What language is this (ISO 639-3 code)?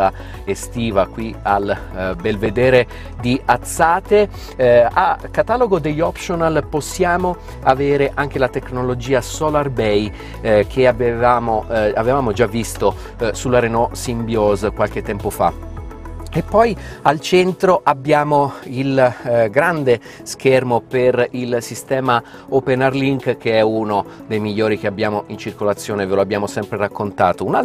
ita